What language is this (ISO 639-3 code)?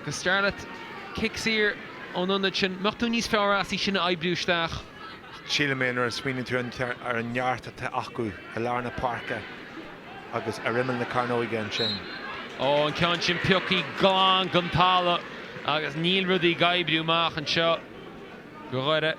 gle